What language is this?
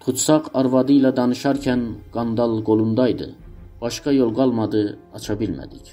South Azerbaijani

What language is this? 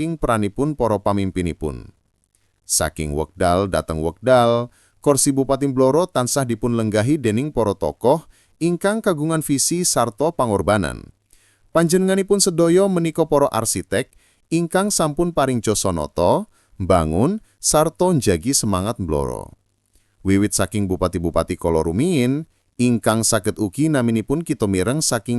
Javanese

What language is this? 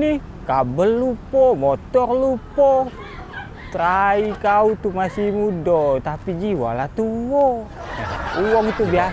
Musi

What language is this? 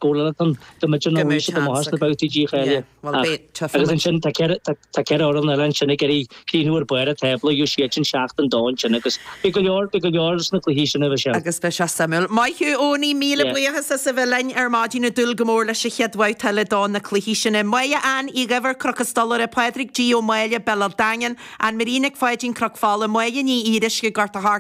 Irish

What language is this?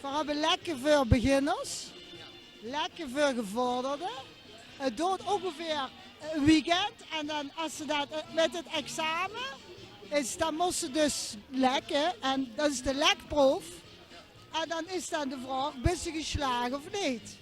Limburgish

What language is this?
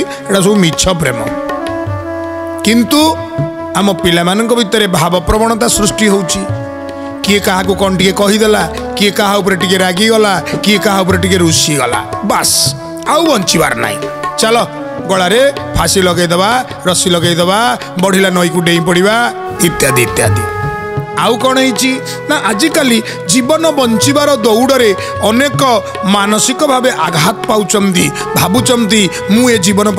Odia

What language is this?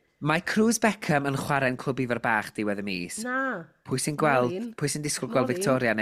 Welsh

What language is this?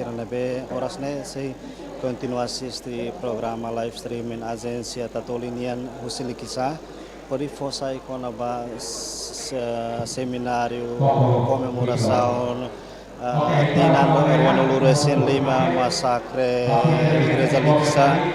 Tetum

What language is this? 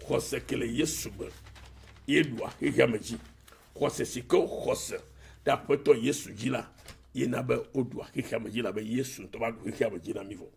Ewe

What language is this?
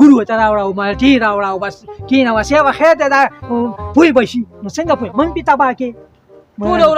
Pashto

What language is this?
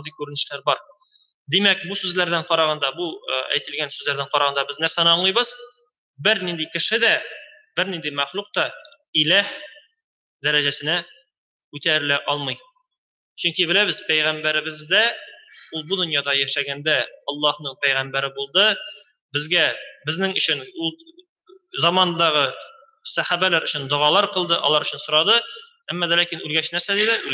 Tatar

